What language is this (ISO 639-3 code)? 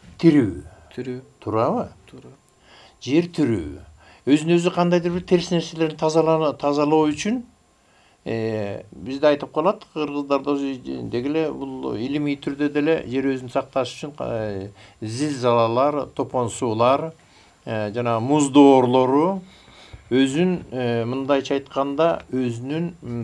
kir